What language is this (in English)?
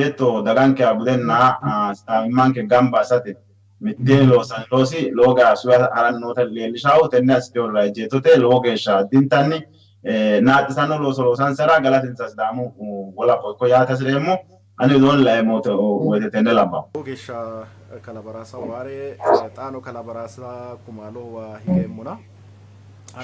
Sidamo